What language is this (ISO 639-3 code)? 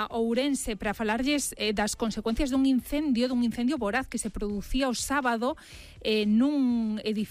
glg